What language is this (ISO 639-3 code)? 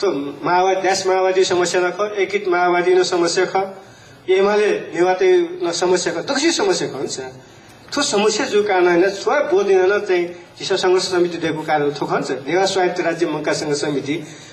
new